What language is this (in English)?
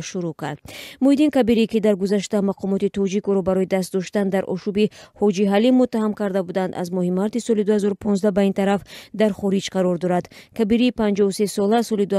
Tajik